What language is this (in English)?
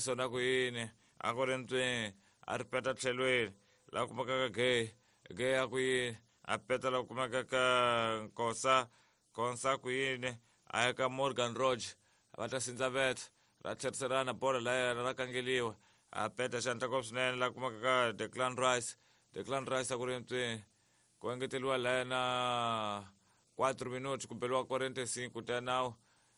Tsonga